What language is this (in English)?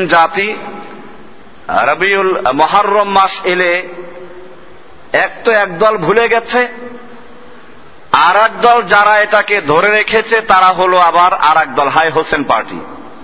Bangla